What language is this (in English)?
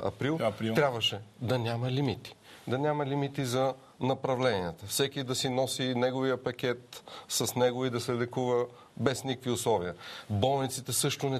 Bulgarian